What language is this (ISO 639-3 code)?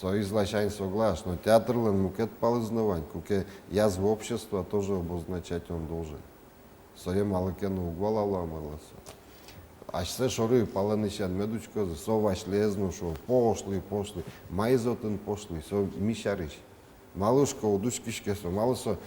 udm